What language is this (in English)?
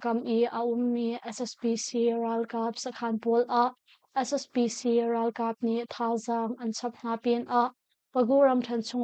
Hakha Chin